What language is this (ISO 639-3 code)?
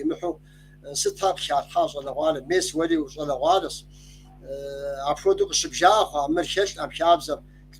kbd